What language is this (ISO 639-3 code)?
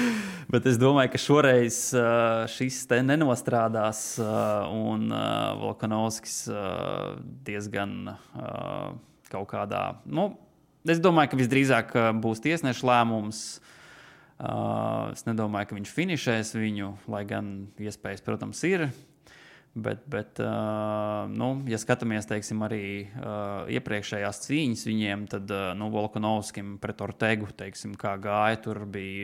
lav